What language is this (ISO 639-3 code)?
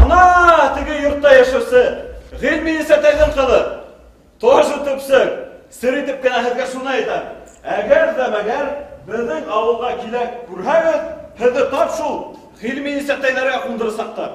bak